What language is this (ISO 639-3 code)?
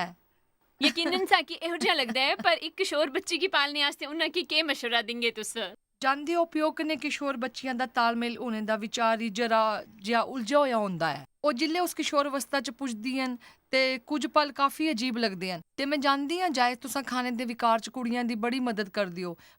doi